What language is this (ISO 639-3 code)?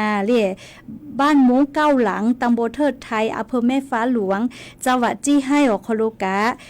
lhu